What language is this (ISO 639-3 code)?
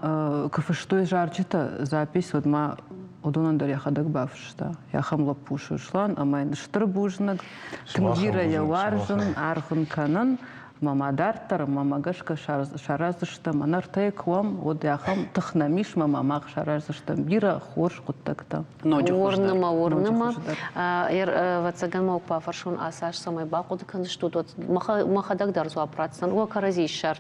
oss